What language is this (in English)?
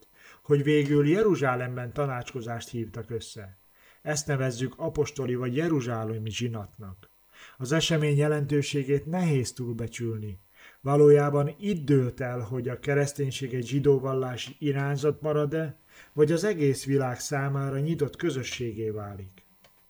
Hungarian